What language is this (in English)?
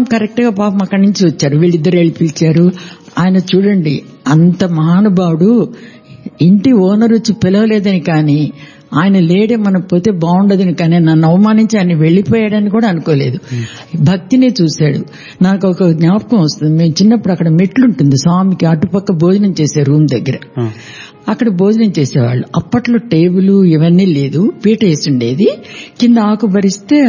Telugu